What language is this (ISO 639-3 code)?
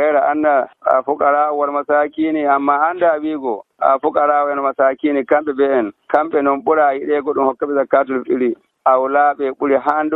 fuv